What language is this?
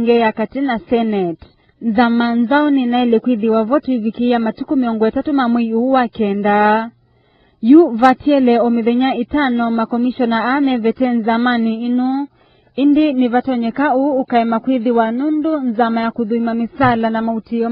Kamba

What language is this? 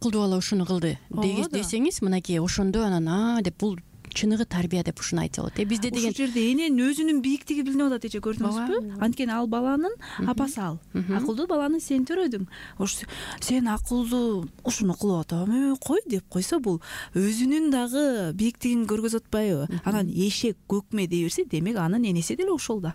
Kyrgyz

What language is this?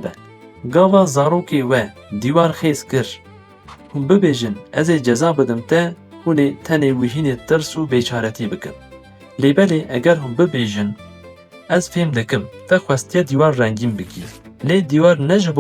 Kurdish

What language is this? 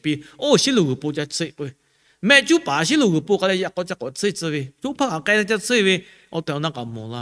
Lahu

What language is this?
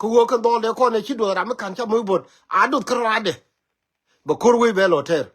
Nuer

